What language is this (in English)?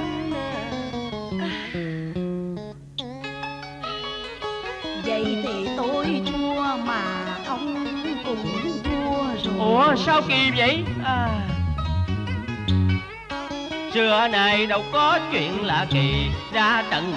Vietnamese